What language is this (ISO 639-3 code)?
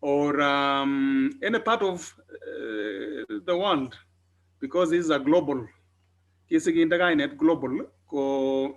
kln